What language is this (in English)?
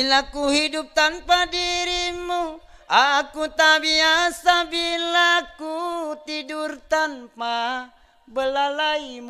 Achinese